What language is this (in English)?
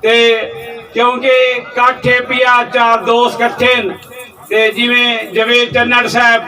Saraiki